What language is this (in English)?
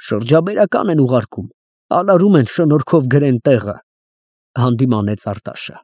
Armenian